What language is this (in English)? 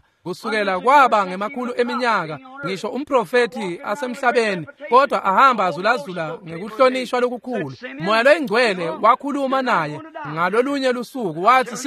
Swati